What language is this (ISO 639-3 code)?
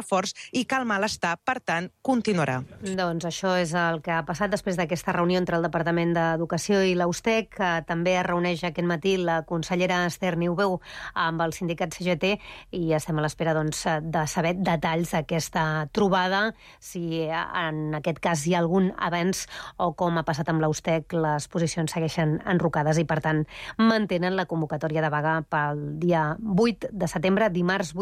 cat